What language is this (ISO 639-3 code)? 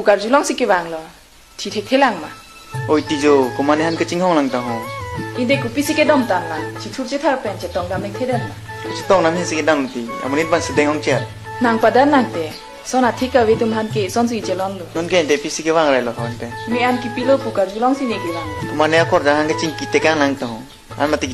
mjw